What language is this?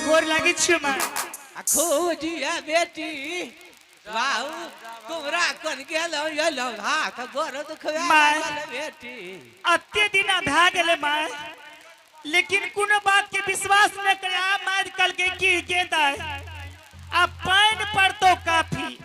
Angika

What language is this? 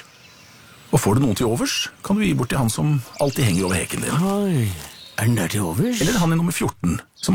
Norwegian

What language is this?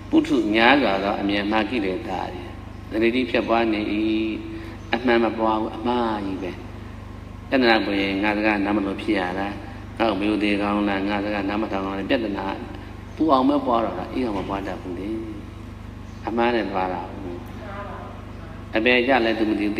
Burmese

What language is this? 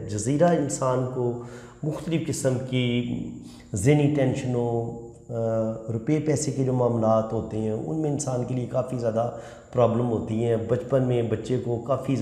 Urdu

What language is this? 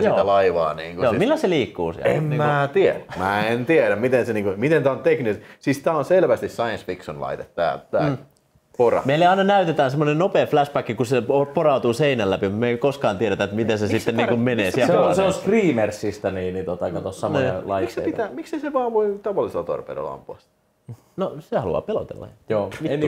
Finnish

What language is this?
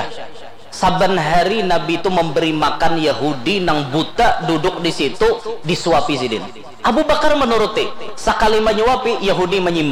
Banjar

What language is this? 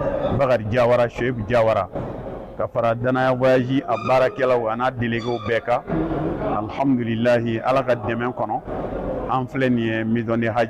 Bambara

